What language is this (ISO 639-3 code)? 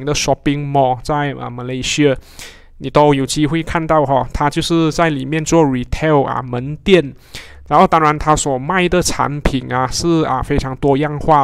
zho